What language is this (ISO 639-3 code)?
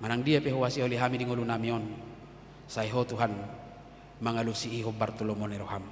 bbc